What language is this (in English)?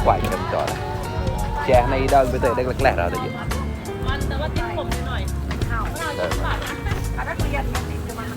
Mon